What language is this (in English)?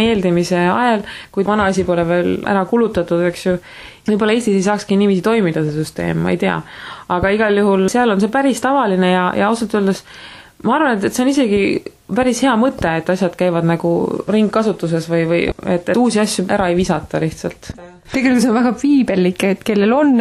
Estonian